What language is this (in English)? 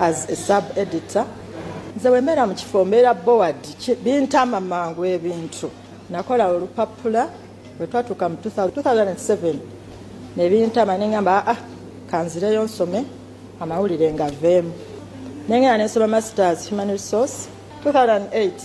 Ganda